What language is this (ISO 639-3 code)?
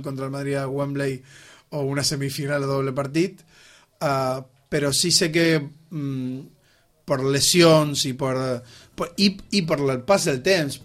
cat